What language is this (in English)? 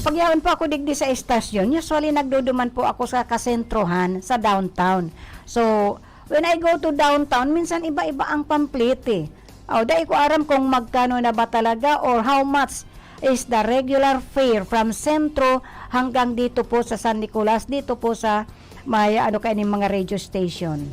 Bikol